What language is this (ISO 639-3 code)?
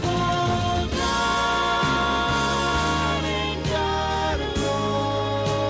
gil